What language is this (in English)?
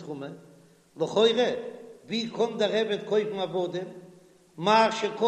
Yiddish